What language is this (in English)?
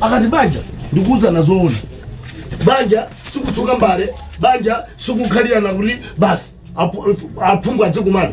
Nyanja